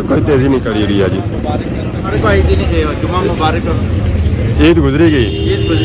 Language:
Pahari-Potwari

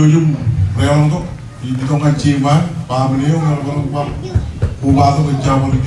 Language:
Marshallese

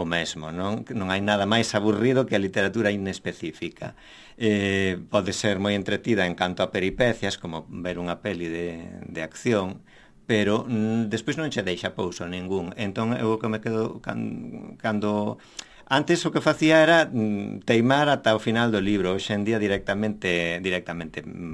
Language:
Galician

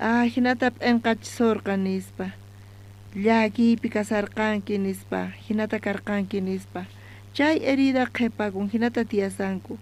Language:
South Bolivian Quechua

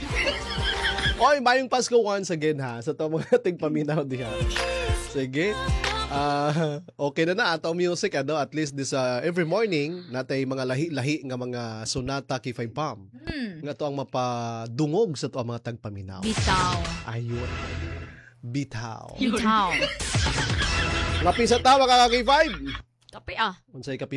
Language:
Cebuano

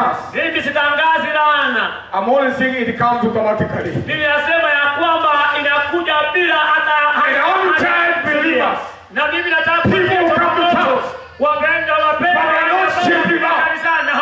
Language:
Swahili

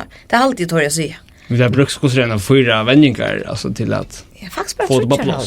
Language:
Faroese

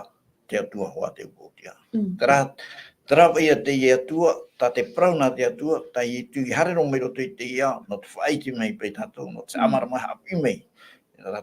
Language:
Tahitian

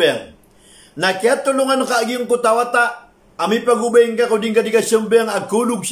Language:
Maranao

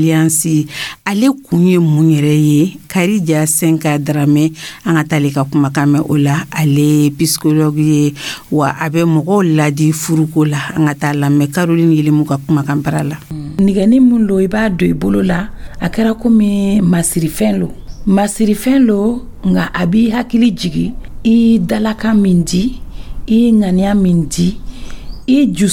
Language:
Dyula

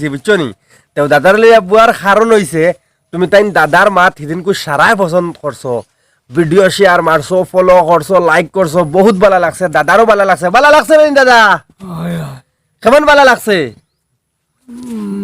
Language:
Sylheti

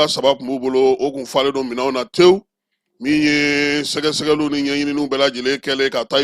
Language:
Bambara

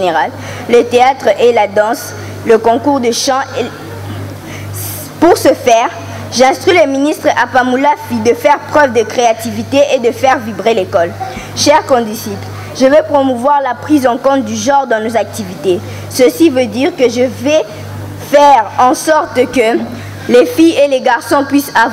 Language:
French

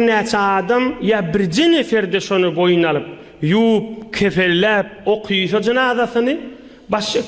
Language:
Turkmen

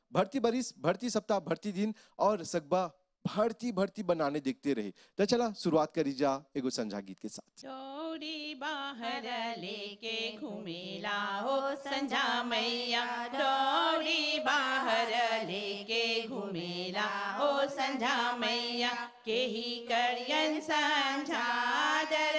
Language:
Bhojpuri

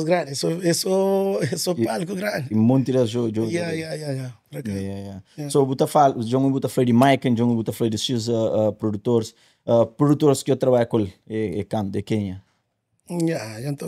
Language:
Kabuverdianu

